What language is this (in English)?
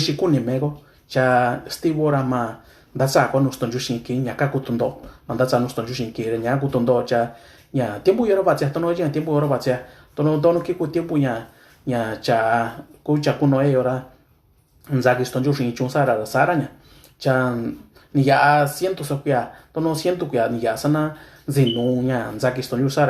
Mixtepec Mixtec